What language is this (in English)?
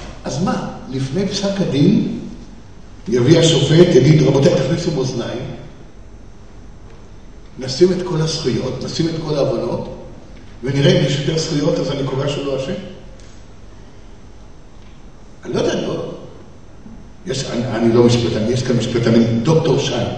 Hebrew